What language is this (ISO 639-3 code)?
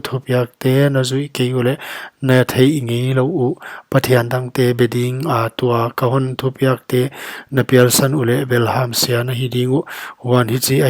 pck